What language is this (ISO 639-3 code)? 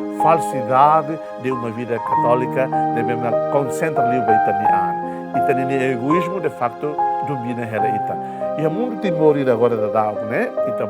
tet